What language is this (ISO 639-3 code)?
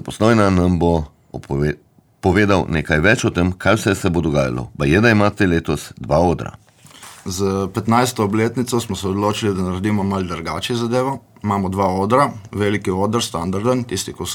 slv